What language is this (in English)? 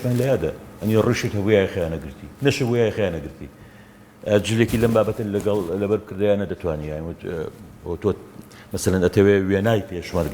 Central Kurdish